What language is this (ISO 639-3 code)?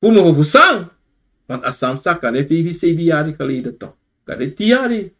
srn